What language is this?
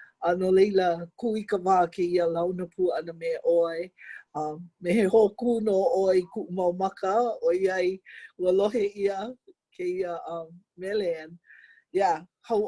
Hawaiian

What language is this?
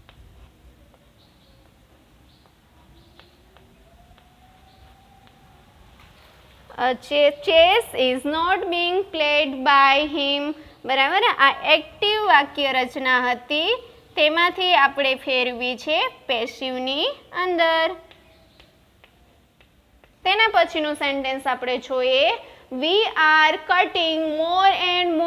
Gujarati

